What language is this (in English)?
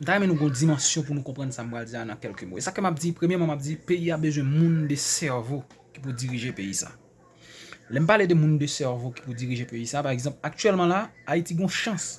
Haitian Creole